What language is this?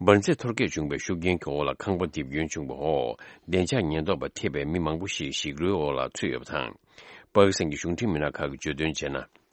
Tibetan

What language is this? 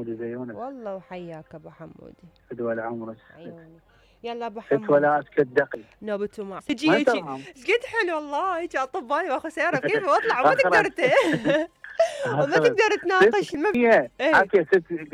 Mesopotamian Arabic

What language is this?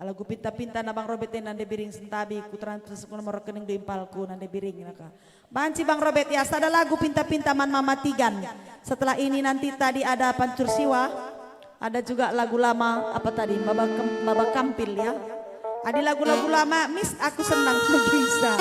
Batak Karo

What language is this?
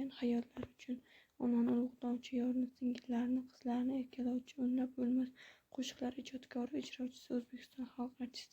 Uzbek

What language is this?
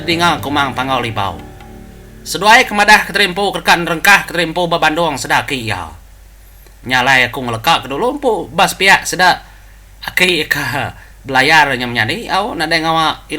Iban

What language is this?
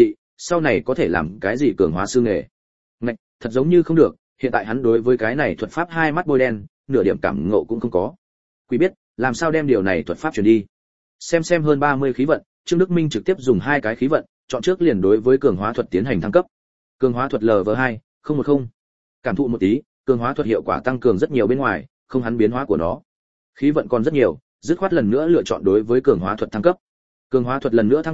Vietnamese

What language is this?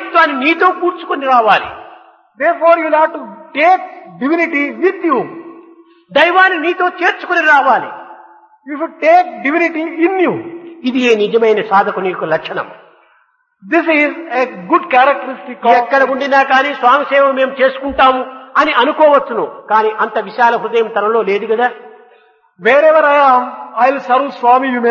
Telugu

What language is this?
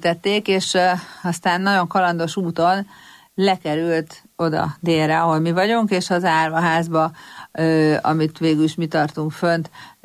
Hungarian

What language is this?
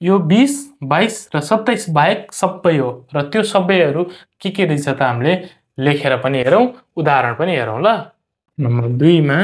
Nepali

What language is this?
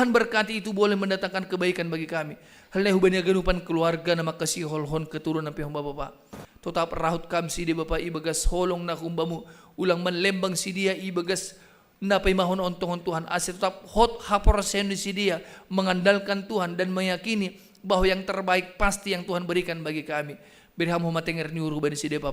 Batak Simalungun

